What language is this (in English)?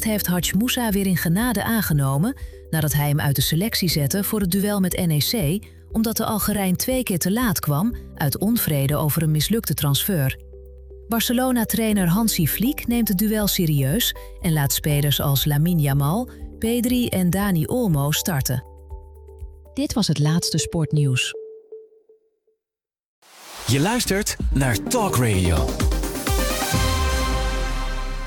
Dutch